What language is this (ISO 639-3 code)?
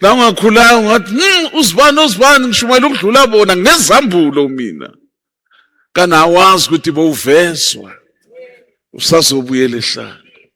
zul